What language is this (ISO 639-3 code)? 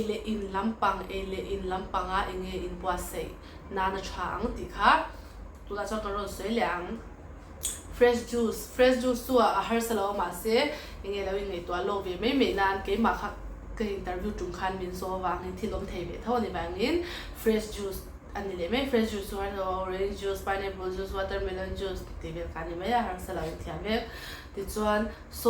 lus